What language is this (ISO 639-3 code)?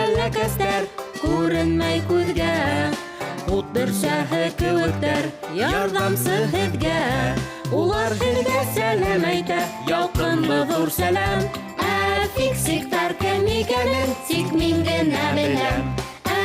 bak